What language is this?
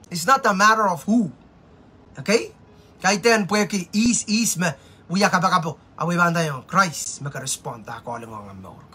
Pohnpeian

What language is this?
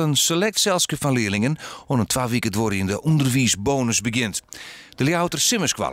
Western Frisian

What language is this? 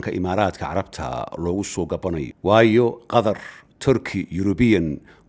Somali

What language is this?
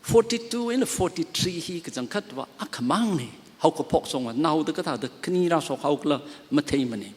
Tangkhul Naga (India)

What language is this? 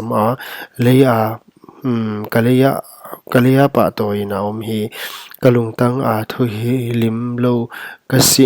Paite Chin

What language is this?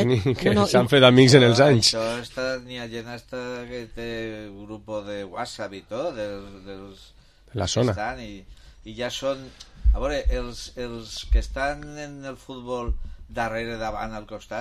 Catalan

